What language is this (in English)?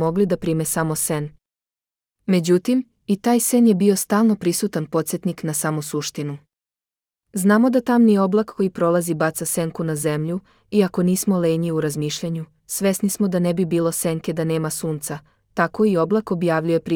Serbian